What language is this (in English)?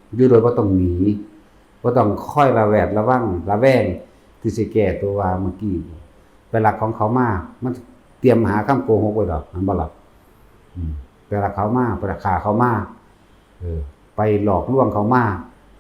Northeastern Thai